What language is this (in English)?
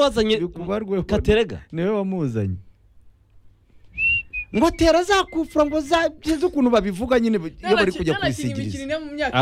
Kinyarwanda